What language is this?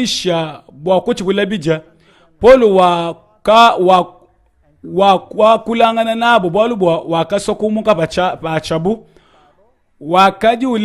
Luba-Lulua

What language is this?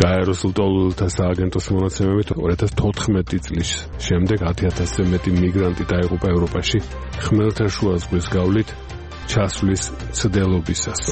Georgian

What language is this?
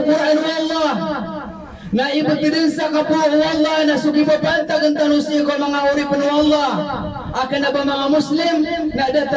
Maranao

